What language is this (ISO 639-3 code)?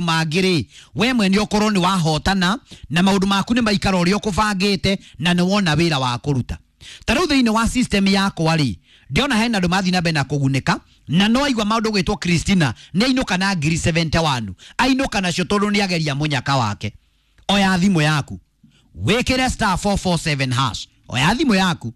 kik